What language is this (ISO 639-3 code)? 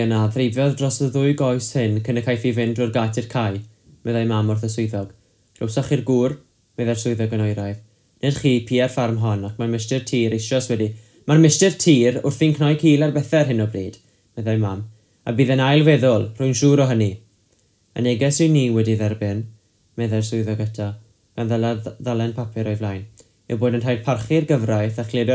cym